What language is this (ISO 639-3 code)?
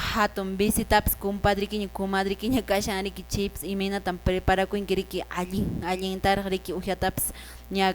que